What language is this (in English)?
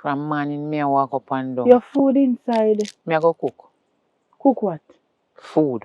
Jamaican Creole English